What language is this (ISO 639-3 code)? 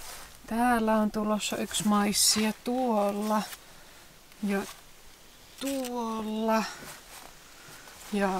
fin